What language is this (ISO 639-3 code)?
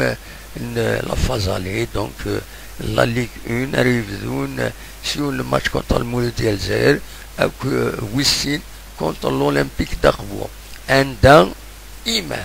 kab